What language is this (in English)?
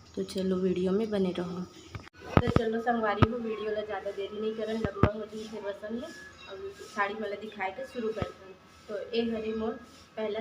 Chhattisgarhi